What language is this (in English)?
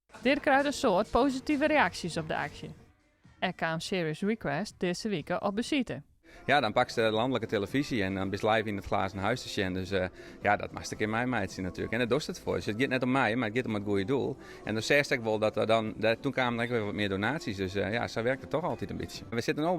Western Frisian